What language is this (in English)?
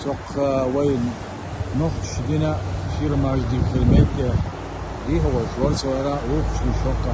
Chechen